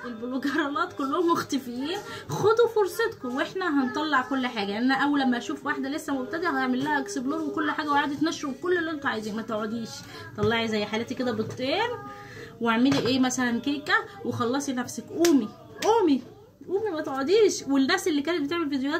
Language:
Egyptian Arabic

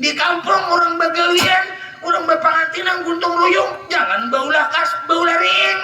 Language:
Banjar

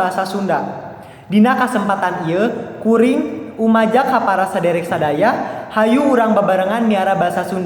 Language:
Sundanese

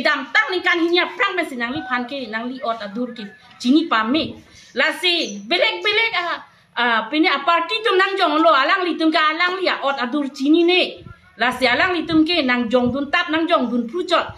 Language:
Karbi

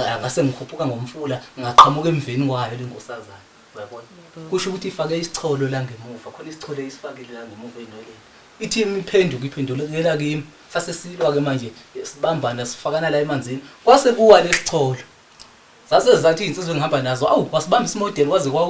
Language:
Zulu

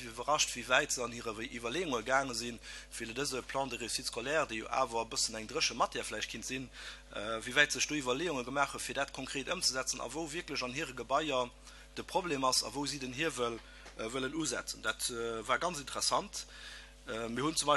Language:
Luxembourgish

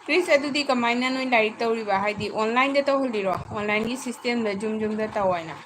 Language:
Manipuri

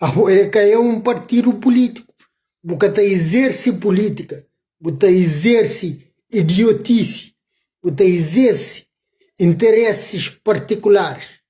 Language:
Kabuverdianu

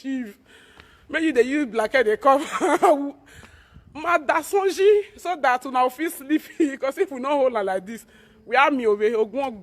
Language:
Nigerian Pidgin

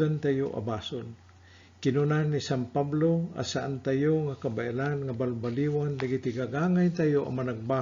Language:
Iloko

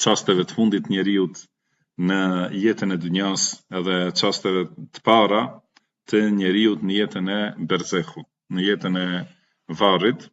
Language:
Albanian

